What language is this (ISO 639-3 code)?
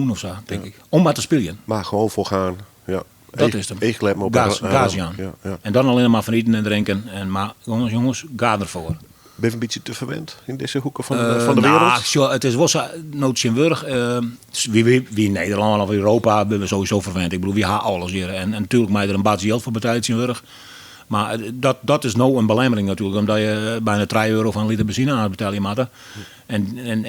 fry